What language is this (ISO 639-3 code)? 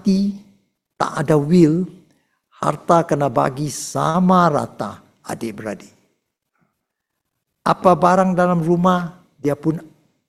msa